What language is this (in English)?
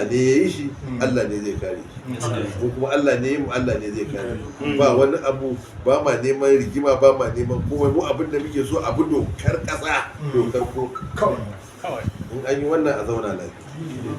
Hausa